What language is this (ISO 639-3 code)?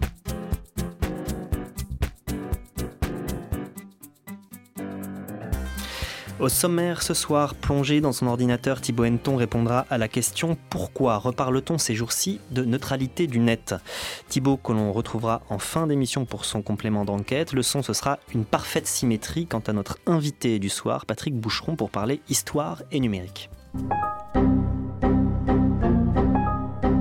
fra